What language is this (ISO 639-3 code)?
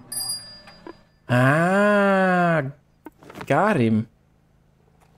pol